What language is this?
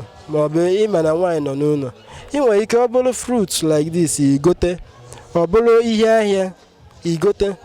Igbo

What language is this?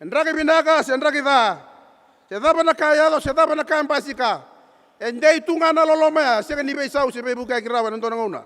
Fijian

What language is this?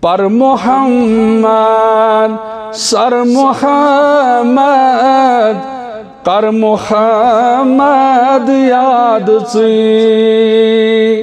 Kashmiri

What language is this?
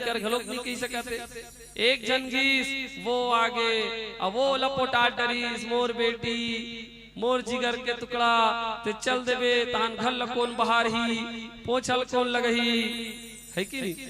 Chhattisgarhi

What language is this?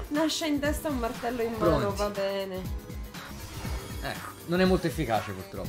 Italian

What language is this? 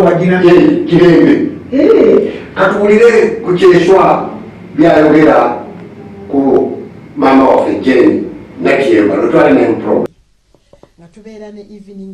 Ganda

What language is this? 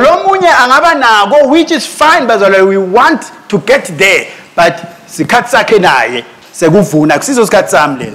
Swati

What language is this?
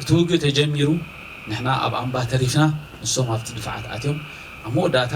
Tigrinya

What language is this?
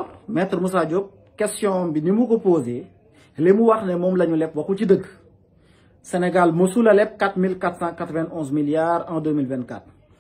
Wolof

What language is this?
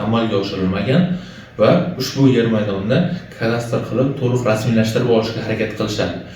Uzbek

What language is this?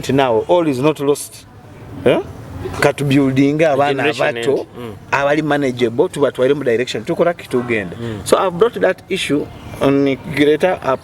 Nyoro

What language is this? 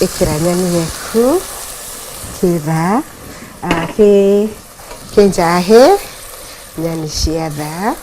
Meru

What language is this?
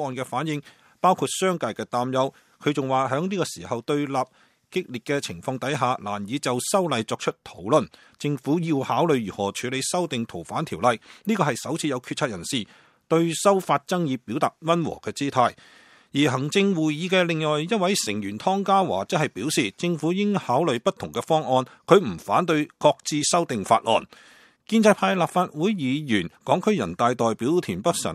Cantonese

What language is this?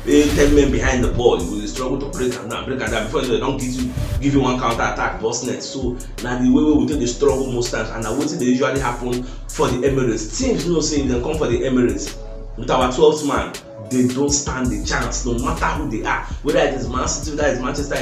Nigerian Pidgin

